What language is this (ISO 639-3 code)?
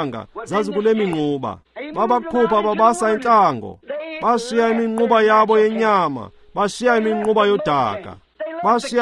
xho